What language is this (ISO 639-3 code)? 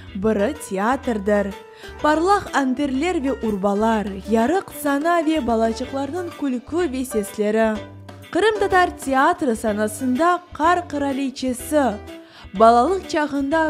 crh